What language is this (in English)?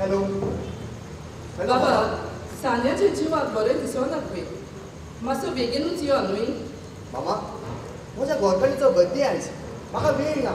Konkani